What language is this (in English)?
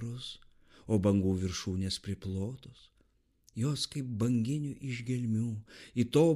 Lithuanian